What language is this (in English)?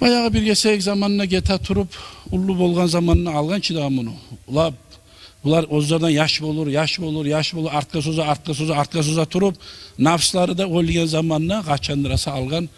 Kumyk